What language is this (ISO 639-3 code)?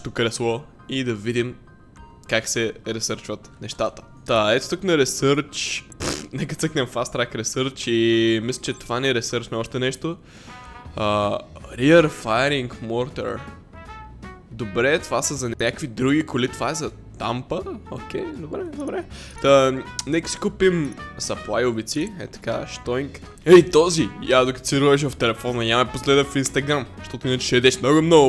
bul